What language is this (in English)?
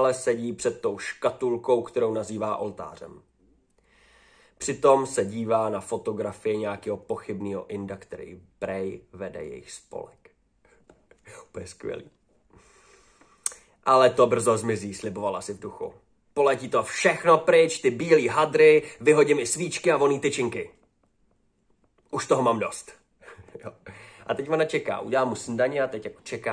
Czech